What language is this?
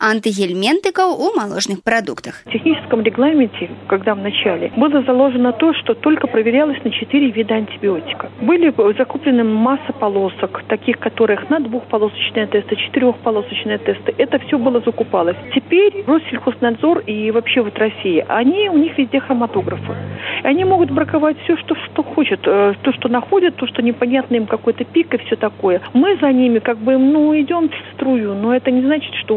Belarusian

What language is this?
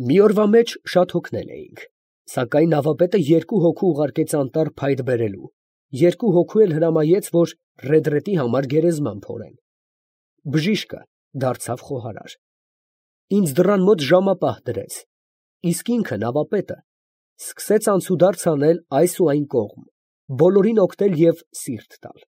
Armenian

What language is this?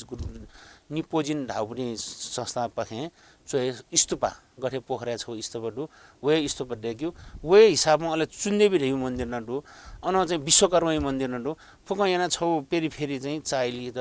Newari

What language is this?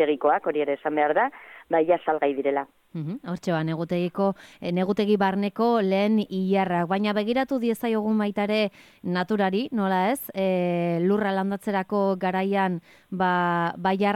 Basque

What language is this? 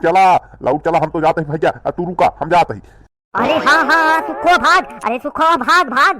Awadhi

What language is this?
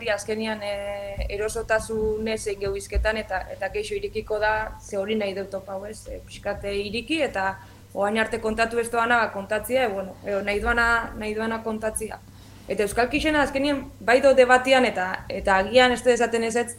Basque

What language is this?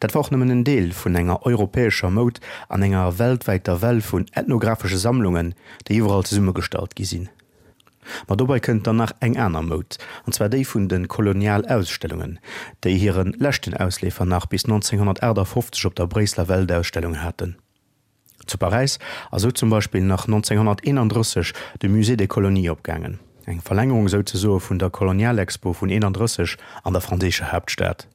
Luxembourgish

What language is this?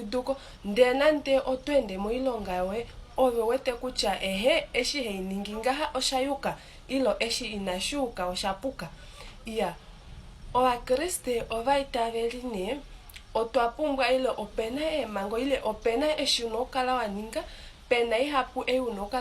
Kuanyama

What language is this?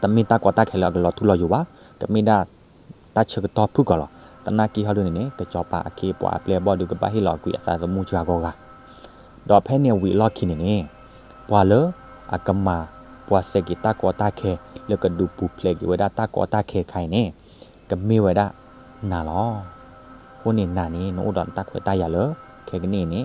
S'gaw Karen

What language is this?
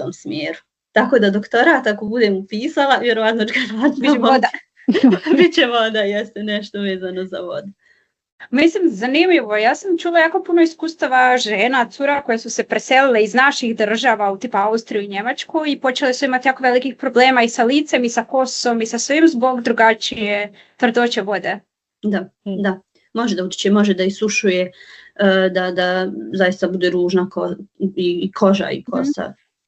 Bosnian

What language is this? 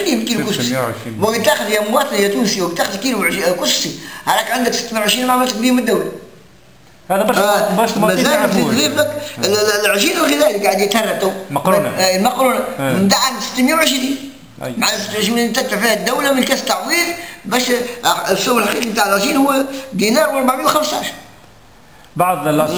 Tunisian Arabic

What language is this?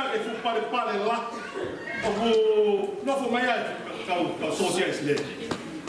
Tongan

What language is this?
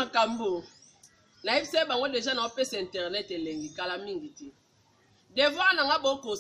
Lingala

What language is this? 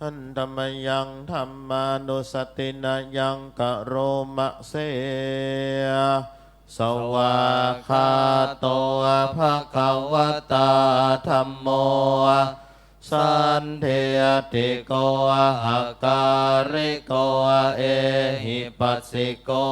Pali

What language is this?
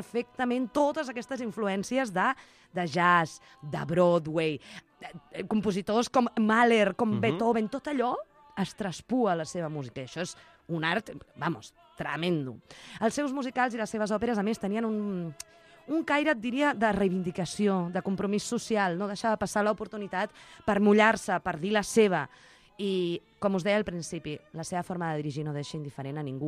Catalan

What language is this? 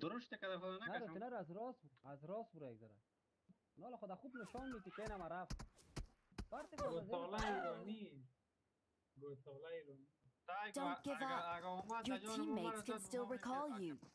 Persian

